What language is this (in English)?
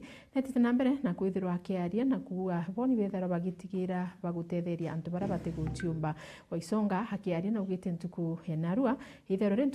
Meru